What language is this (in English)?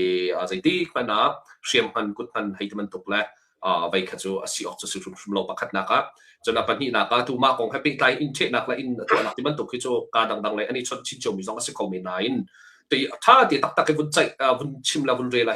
Hakha Chin